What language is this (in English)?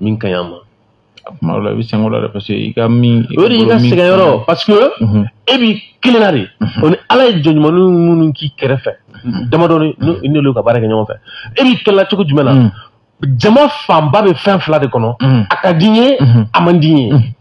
Bambara